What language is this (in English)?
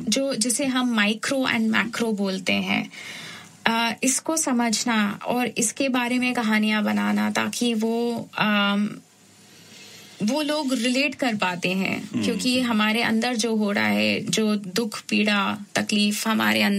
Hindi